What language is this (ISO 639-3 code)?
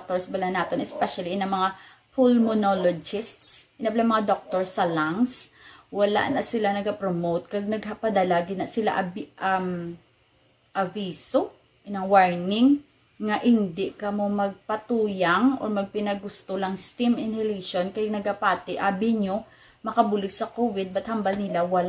hil